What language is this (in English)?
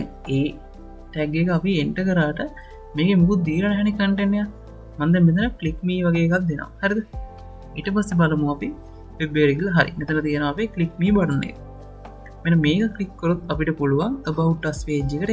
Sinhala